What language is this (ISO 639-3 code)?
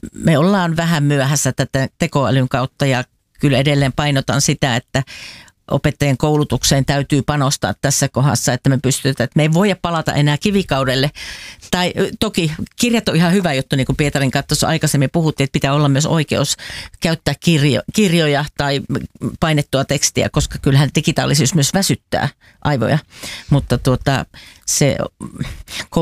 fin